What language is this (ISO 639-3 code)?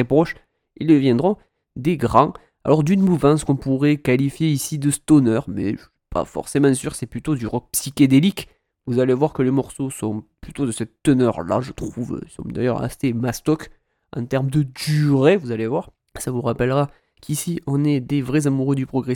fra